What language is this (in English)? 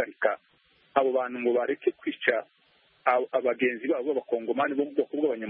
Kinyarwanda